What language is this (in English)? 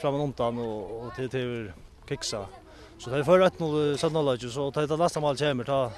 Faroese